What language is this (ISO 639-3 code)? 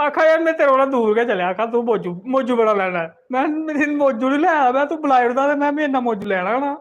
doi